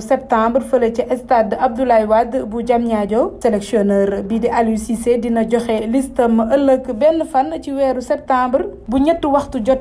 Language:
Wolof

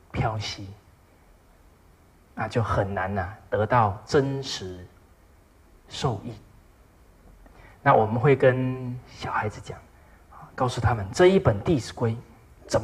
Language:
Chinese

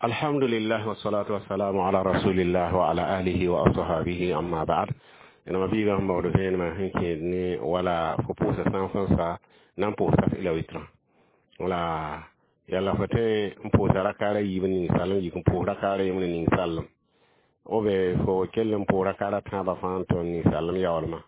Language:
Mossi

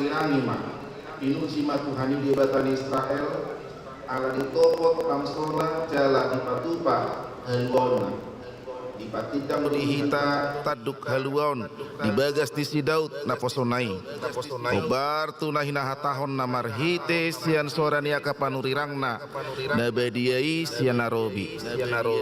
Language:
Batak Toba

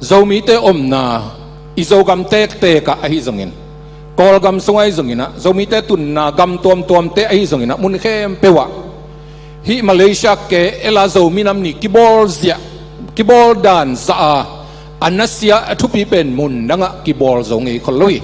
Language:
Tedim Chin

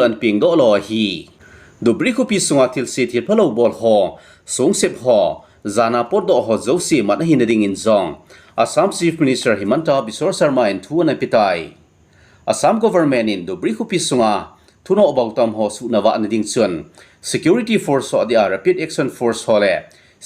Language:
Thado Chin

